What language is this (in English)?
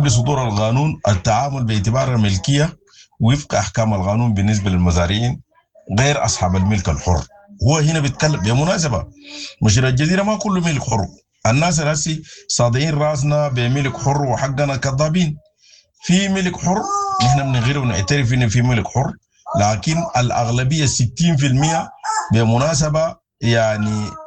Sudanese Arabic